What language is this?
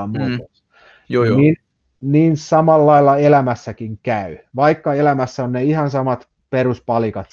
Finnish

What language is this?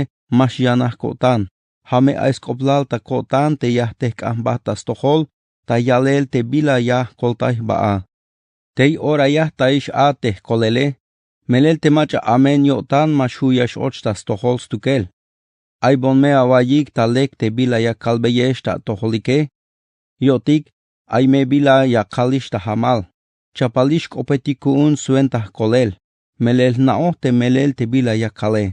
Tzeltal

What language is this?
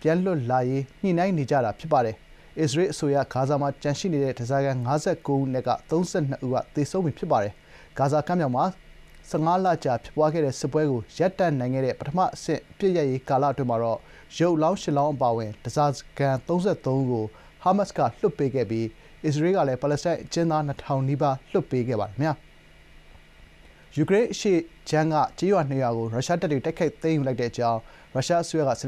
Burmese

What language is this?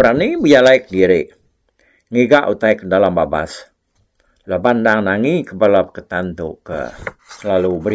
Iban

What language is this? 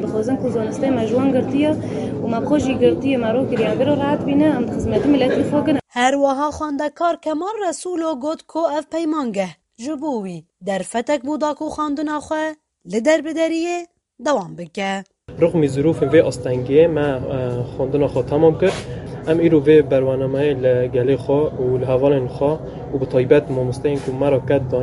Kurdish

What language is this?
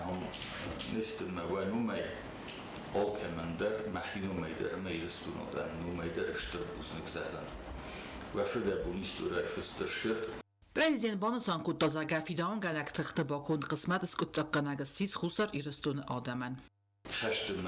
Ossetic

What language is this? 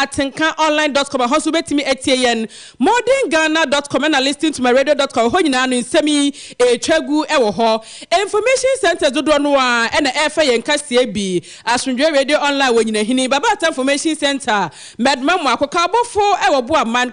Akan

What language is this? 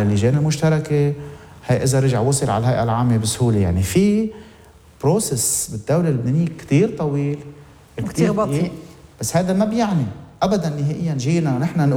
North Levantine Arabic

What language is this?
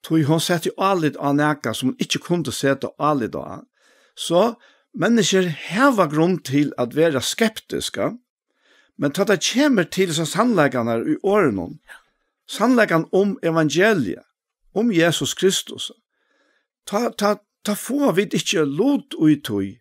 Faroese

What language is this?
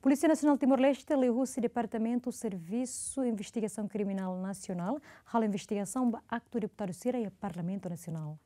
Tetum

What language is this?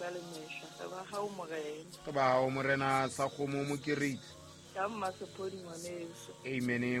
Southern Sotho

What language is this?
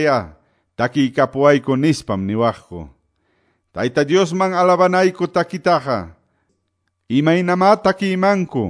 Quechua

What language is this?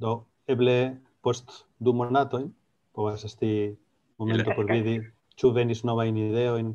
Esperanto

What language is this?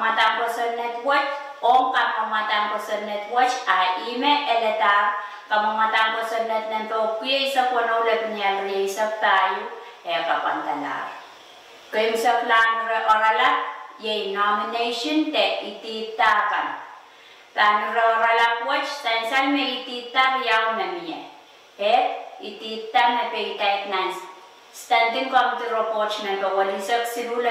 Pohnpeian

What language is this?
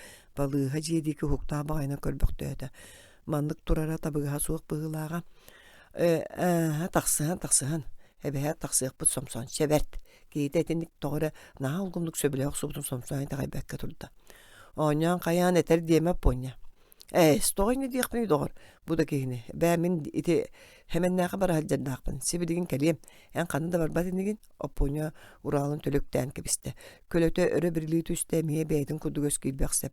Yakut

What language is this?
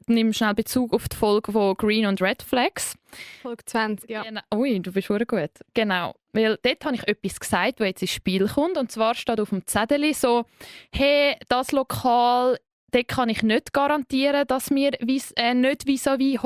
Swiss German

